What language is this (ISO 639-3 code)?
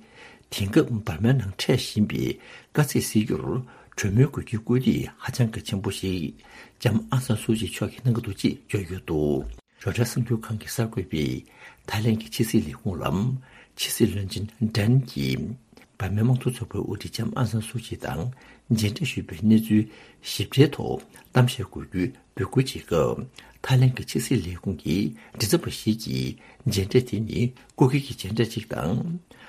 bod